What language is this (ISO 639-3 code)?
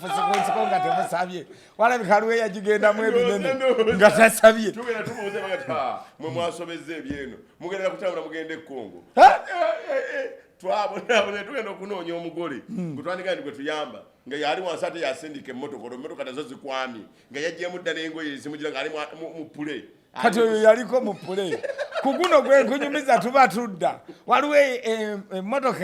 lug